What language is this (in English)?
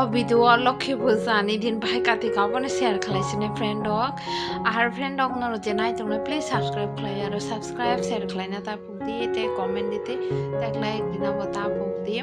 Kok Borok